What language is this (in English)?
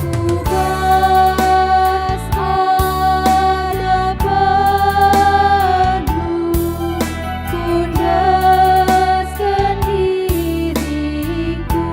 Batak Karo